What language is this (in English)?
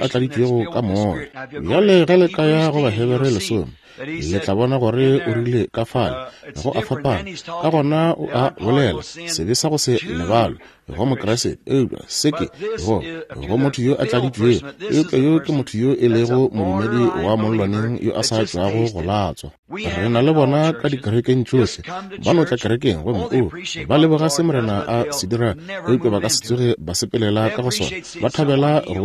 Northern Sotho